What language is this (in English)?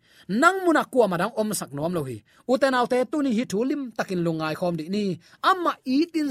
Tedim Chin